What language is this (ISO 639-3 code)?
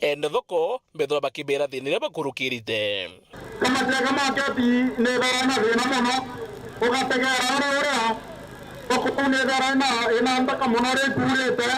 mer